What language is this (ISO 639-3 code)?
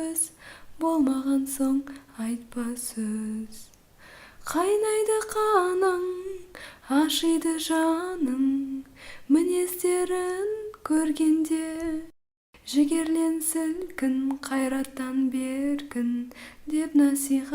kaz